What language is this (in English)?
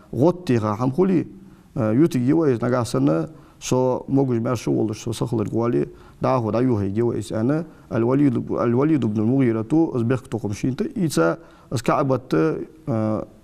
Ingush